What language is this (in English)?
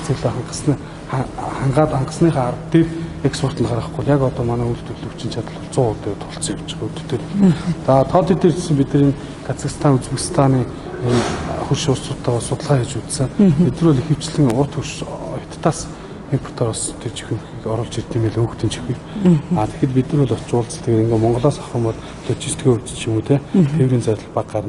Mongolian